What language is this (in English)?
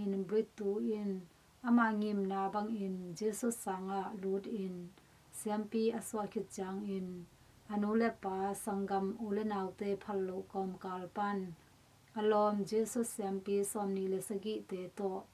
Tedim Chin